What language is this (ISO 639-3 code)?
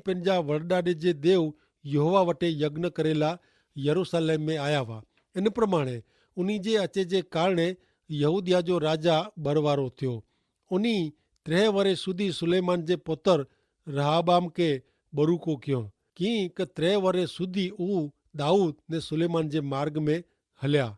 kfr